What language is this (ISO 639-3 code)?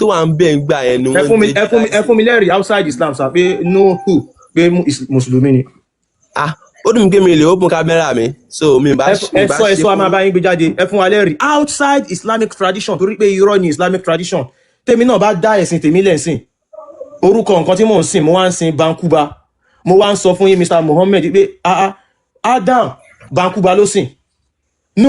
yor